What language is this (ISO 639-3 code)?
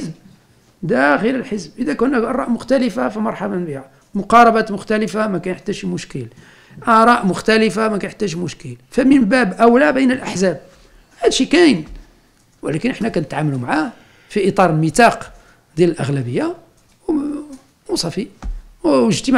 ary